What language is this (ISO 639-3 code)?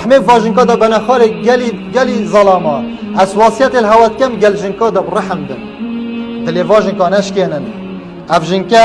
kur